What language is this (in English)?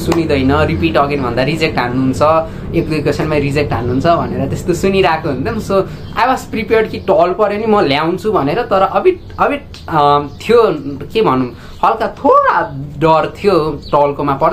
Nepali